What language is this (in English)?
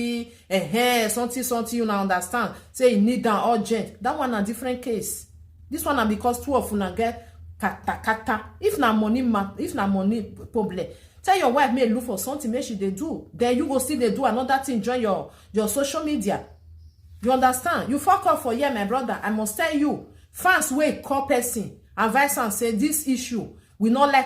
Nigerian Pidgin